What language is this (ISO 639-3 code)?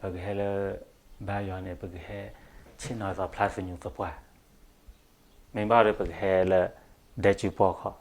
ksw